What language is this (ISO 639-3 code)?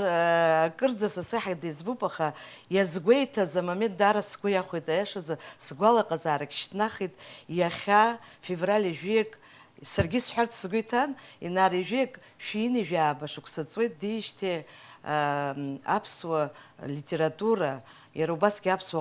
abk